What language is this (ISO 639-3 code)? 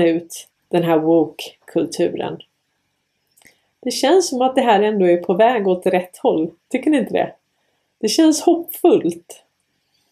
swe